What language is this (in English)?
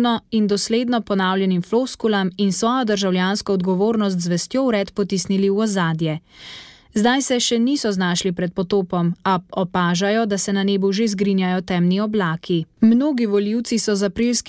Slovenian